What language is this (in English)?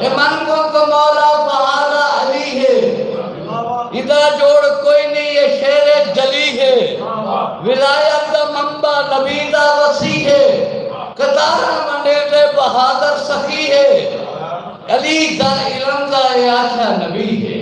Saraiki